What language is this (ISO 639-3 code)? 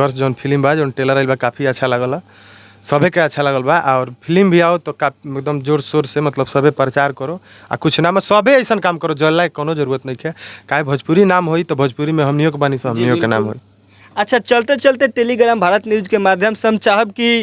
bho